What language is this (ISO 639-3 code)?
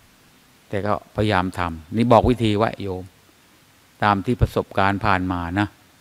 tha